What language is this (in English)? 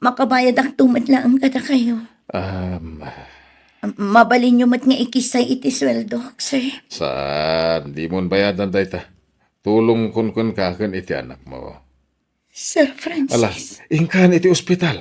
Iloko